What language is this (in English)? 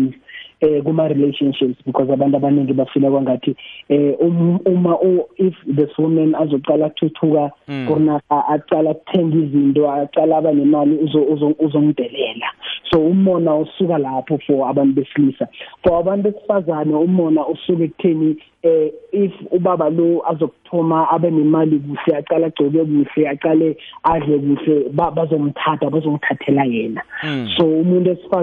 South Ndebele